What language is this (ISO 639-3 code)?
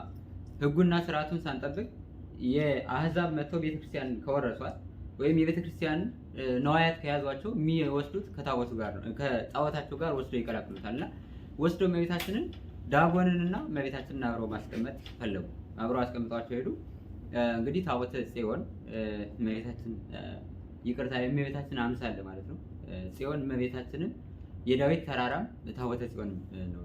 amh